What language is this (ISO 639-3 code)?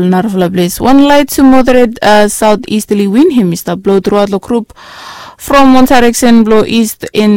bis